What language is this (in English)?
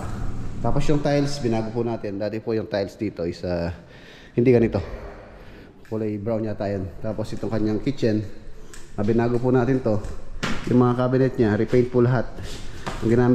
Filipino